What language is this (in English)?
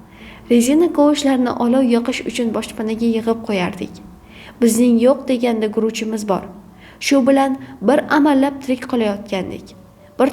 Uzbek